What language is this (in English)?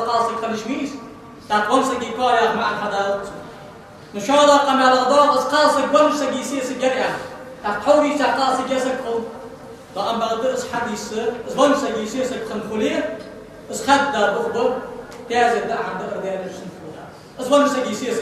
Ingush